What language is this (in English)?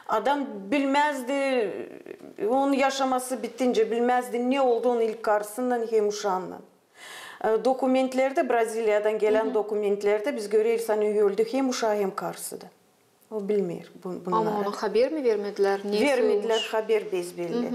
Gagauz